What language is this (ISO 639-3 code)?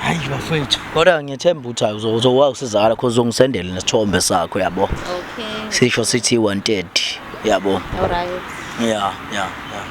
zul